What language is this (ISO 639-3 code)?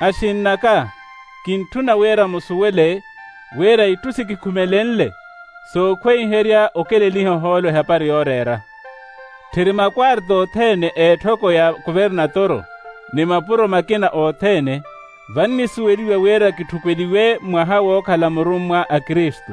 vmw